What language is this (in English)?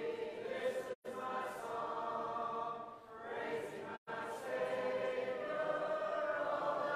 English